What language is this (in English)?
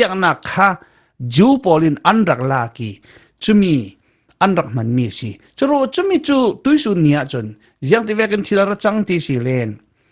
Falam Chin